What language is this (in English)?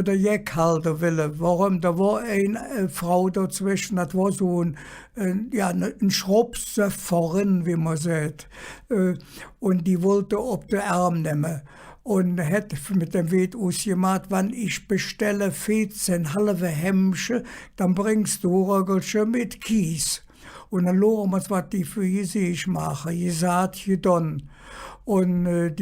Colognian